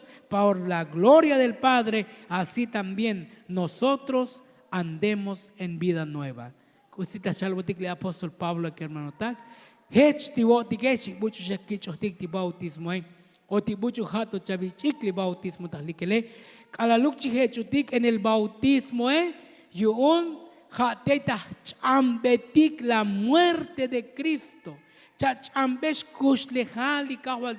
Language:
Tzotzil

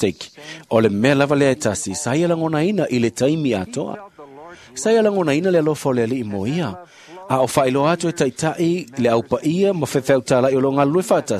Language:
Samoan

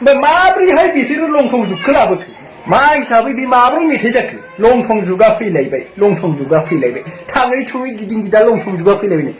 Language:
Bodo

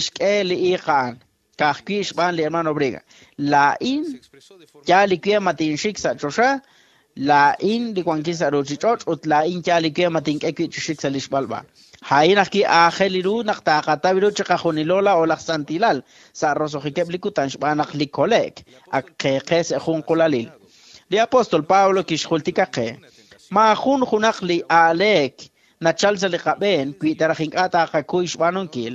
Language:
Kekchí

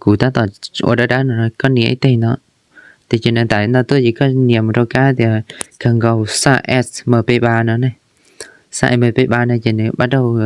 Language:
Hmong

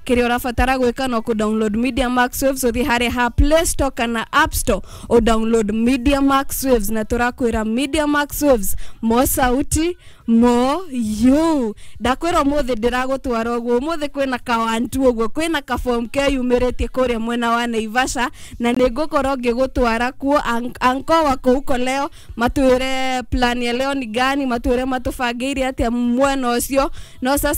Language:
Kikuyu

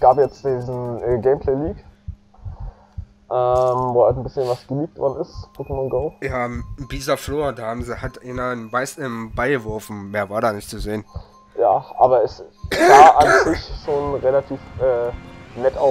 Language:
German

